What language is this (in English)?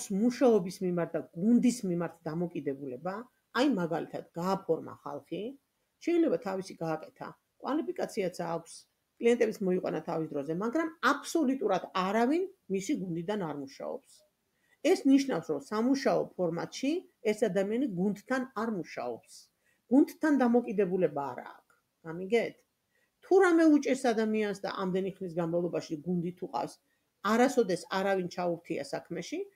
Georgian